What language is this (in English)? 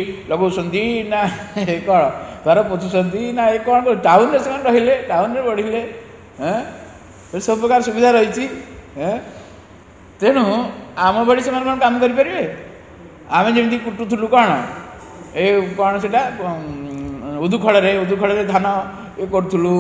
Odia